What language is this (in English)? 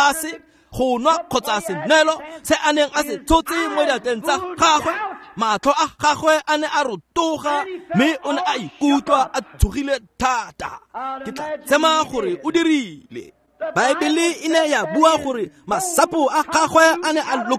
Tswana